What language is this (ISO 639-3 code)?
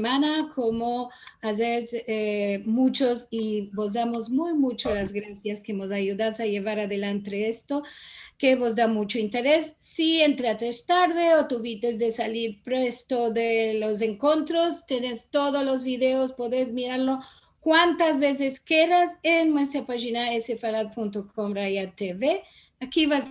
lad